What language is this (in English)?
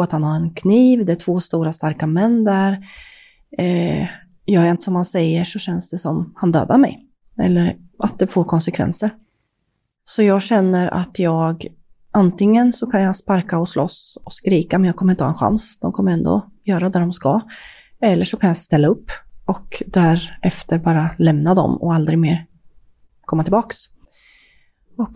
Swedish